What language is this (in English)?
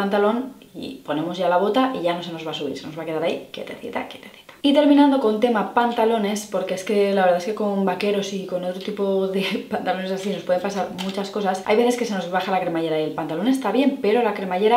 Spanish